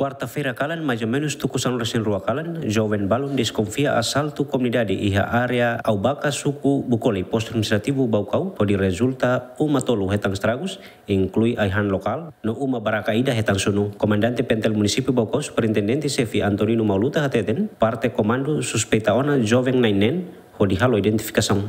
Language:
Tetum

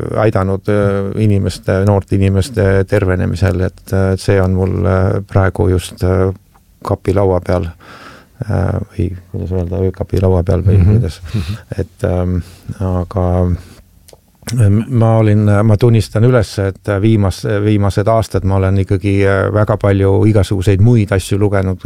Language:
Estonian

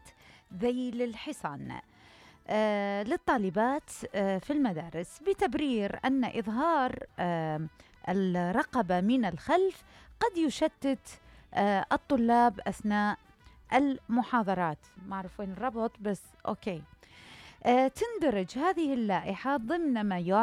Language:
Mesopotamian Arabic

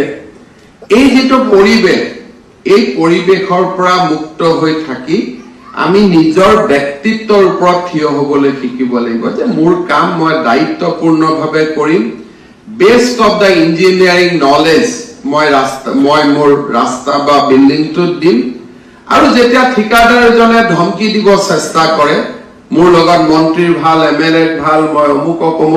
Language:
Assamese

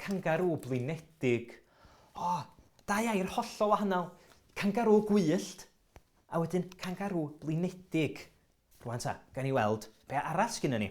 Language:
Welsh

